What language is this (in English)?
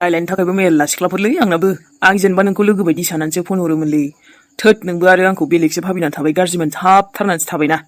Bodo